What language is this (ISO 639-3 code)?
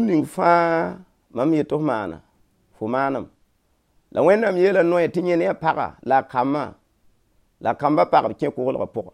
mos